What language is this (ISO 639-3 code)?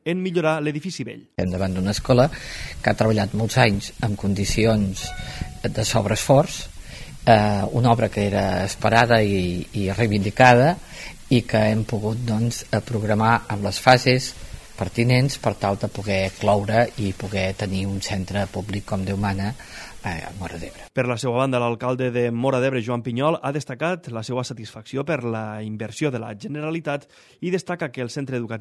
cat